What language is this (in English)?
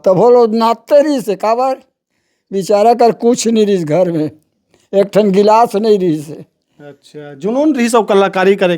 Chhattisgarhi